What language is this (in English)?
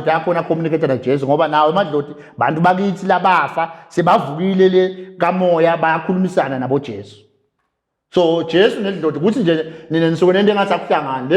Zulu